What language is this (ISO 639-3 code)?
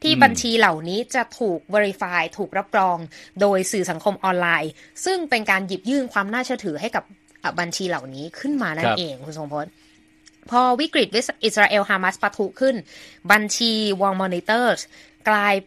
tha